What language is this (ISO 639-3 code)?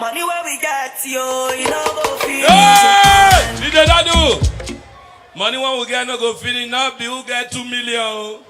pcm